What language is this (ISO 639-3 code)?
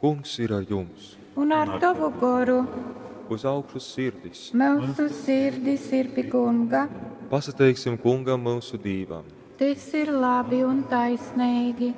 ltg